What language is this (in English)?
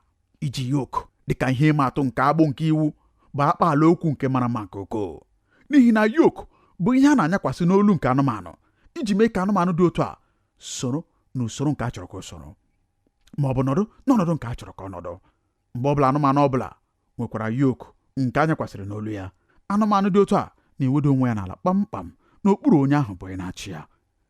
Igbo